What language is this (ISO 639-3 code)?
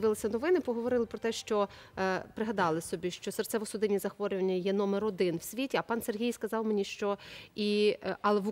ukr